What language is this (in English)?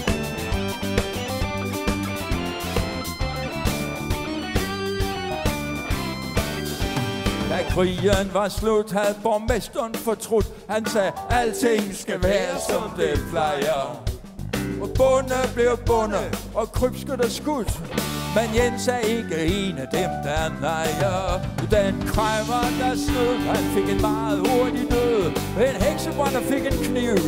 Danish